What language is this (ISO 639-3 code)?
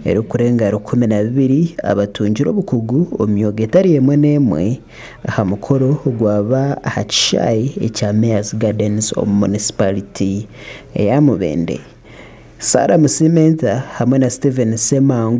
nyn